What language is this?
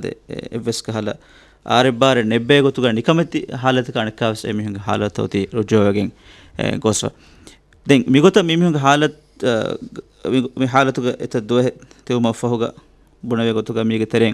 Divehi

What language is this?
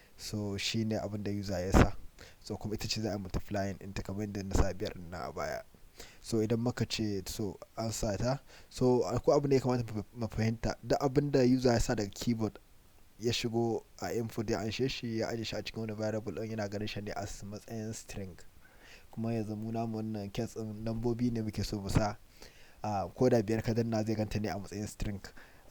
Hausa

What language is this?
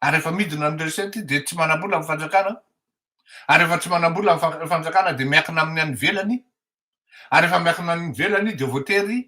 Malagasy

